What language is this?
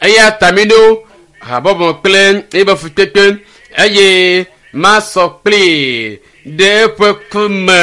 Ewe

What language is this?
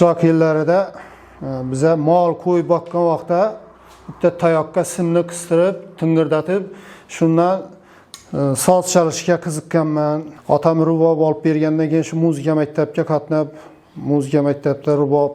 Uzbek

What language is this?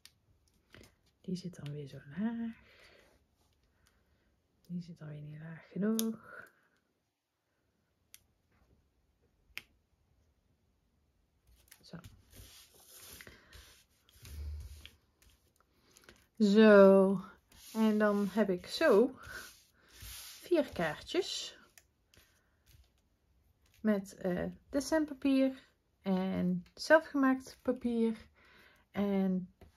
Dutch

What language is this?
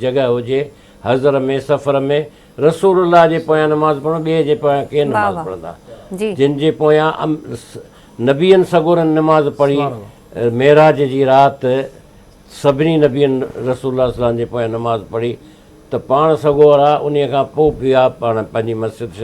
Sindhi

